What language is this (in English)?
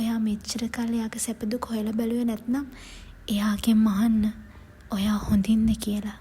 Sinhala